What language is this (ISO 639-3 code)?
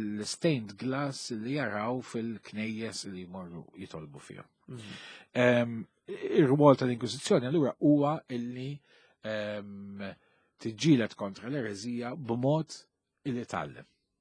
mlt